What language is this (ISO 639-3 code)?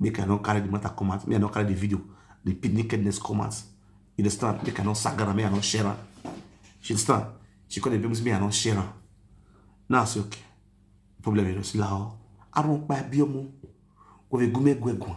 pcm